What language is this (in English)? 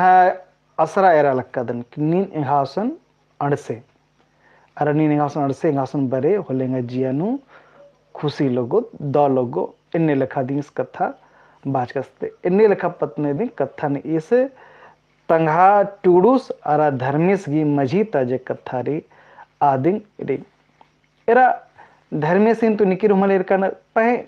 Kurukh